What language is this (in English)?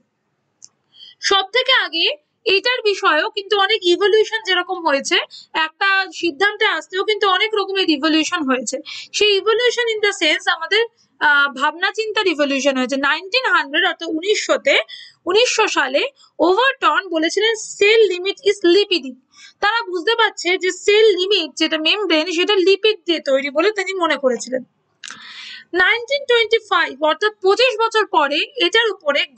Bangla